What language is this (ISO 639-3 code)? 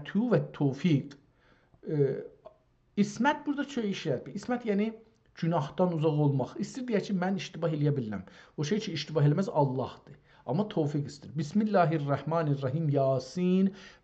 azb